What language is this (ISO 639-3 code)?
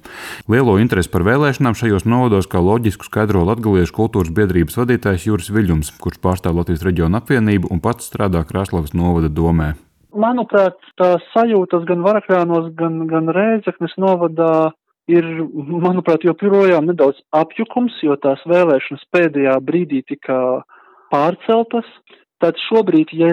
lav